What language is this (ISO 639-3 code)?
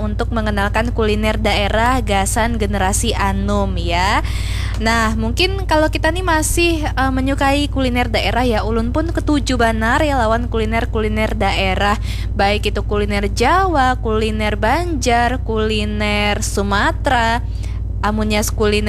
bjn